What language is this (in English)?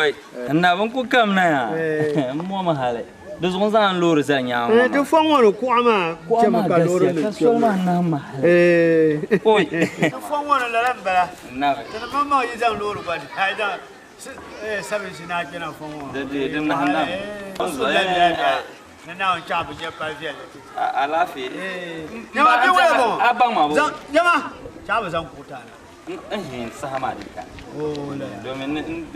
Dagbani